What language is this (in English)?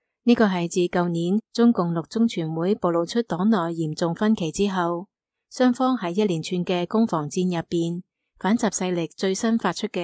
Cantonese